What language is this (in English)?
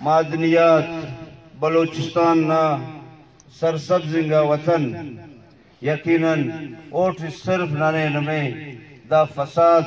Brahui